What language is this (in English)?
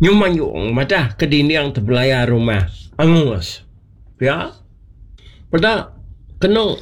Iban